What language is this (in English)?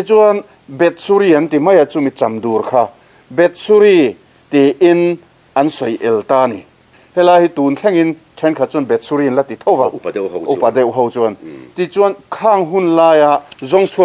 Mizo